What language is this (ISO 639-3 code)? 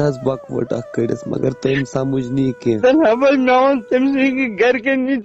kas